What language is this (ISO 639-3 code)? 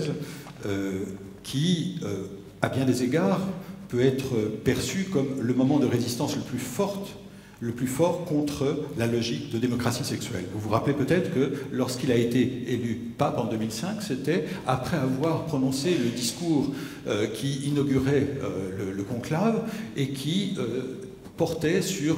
fra